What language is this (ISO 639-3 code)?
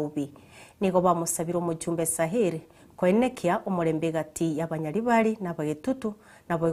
guz